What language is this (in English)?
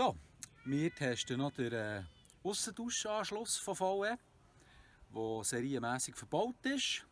Swiss German